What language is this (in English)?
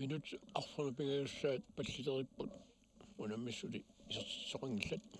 Kalaallisut